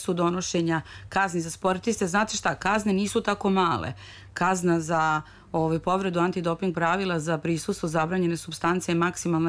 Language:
Serbian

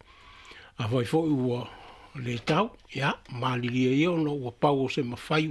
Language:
Samoan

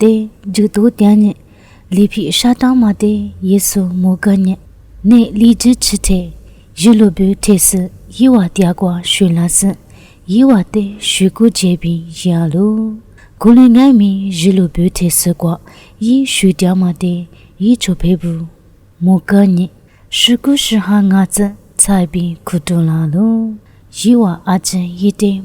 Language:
Lisu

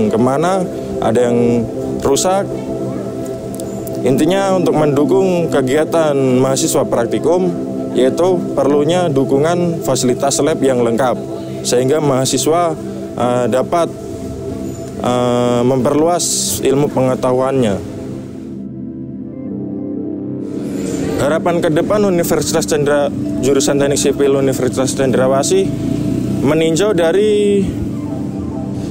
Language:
Indonesian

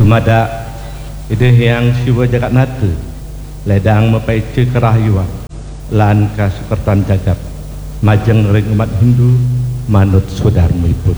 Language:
Balinese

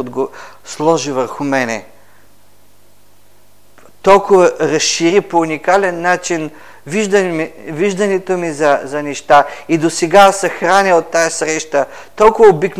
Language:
Bulgarian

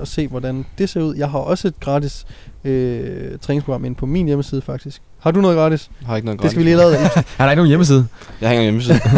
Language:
Danish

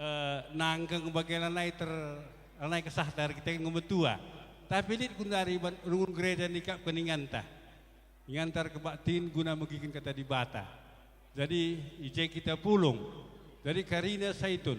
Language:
Batak Karo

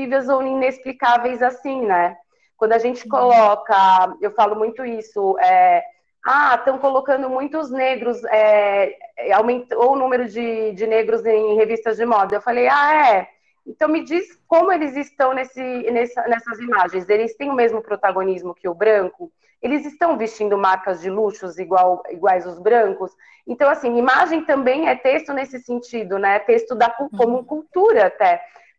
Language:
Portuguese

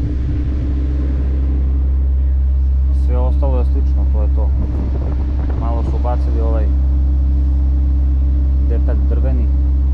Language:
Croatian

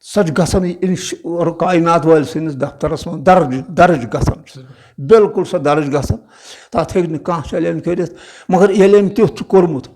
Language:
Kashmiri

